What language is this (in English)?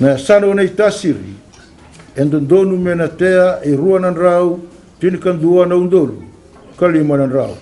Fijian